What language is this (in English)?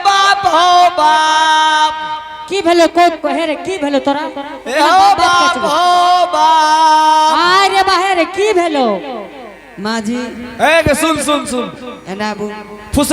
Angika